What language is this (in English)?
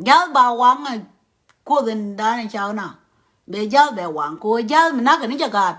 Nuer